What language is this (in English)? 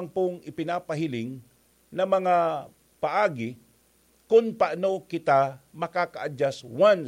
Bikol